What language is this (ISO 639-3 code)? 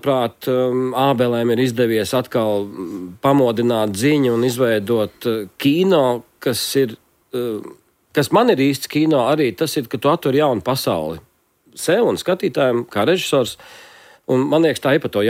lav